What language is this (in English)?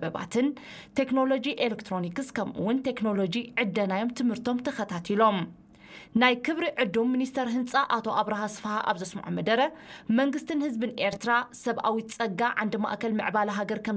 Tigrinya